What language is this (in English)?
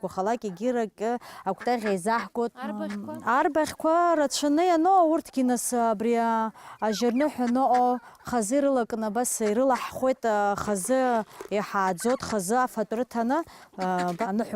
Abkhazian